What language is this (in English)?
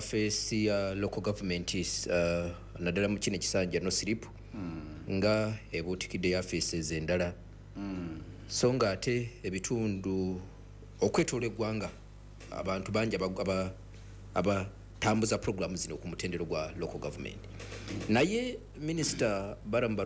Ganda